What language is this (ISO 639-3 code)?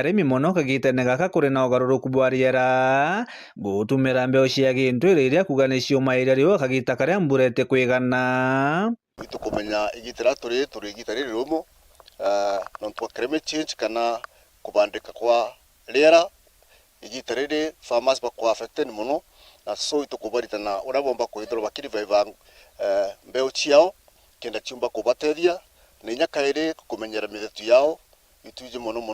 mer